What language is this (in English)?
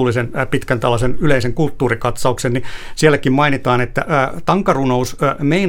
Finnish